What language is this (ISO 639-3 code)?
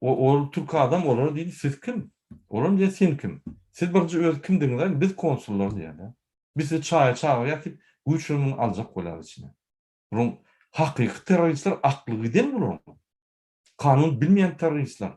tuk